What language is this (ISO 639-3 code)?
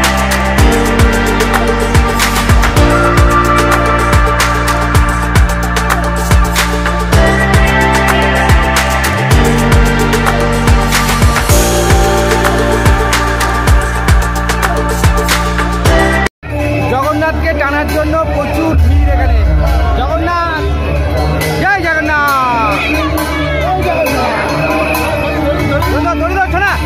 ben